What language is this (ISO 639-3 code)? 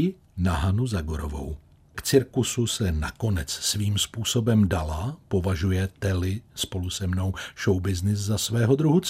ces